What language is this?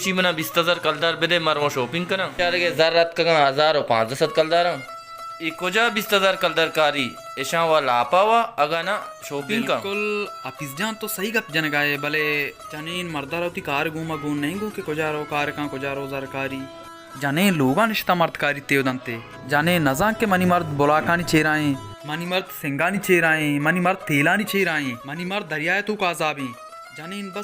Baluchi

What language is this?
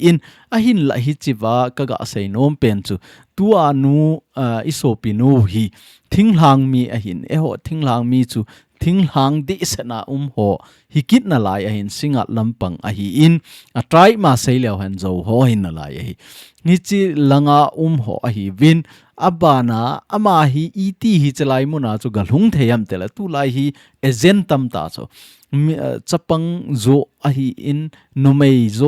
Thado Chin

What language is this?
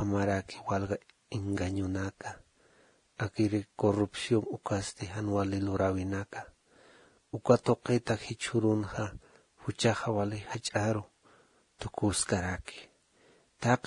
Aymara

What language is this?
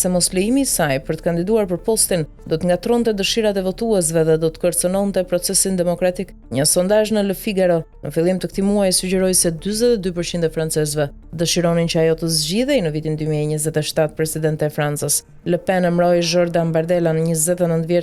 Albanian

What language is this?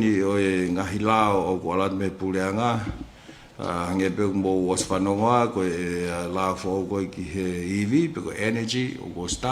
Tongan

